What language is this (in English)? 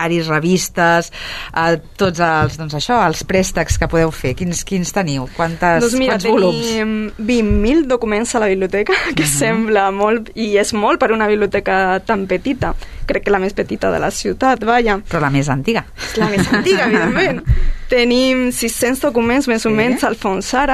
Catalan